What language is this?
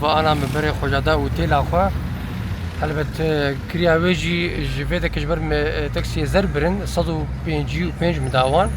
Kurdish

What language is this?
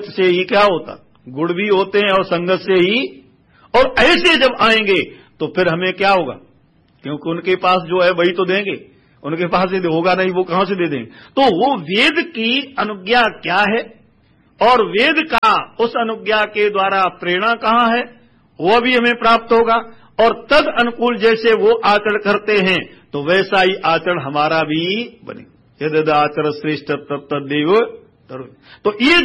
Hindi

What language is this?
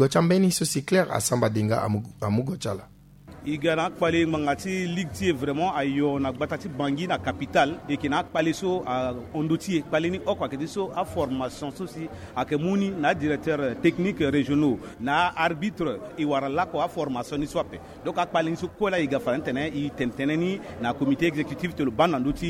Sango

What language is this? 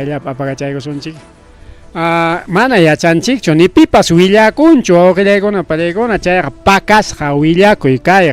Ayacucho Quechua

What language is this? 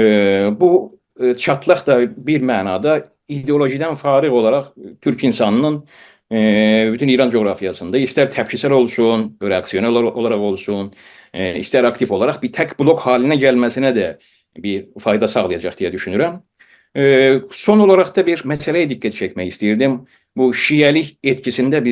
South Azerbaijani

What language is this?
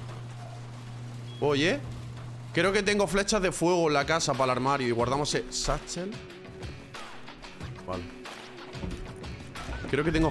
Spanish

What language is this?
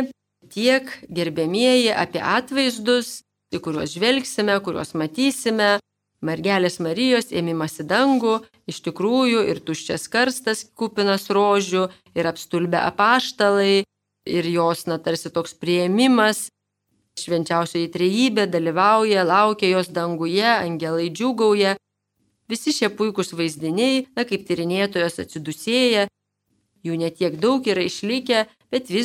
Lithuanian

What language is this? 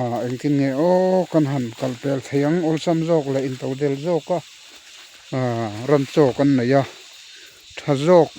Mizo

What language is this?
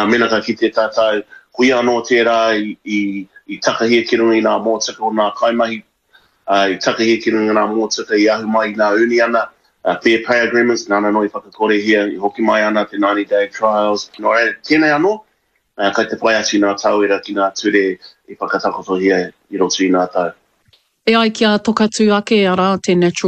Māori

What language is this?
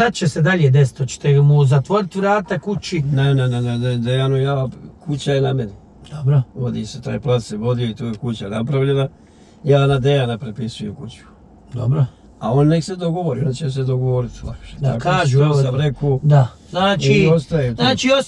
Bosnian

